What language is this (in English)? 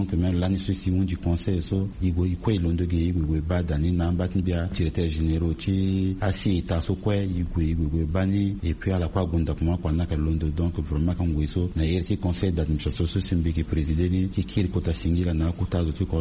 Sango